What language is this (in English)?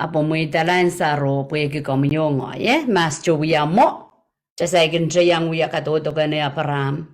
Pohnpeian